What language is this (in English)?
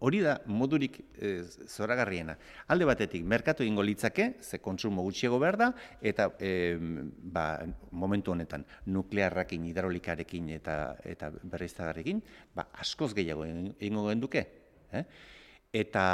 Basque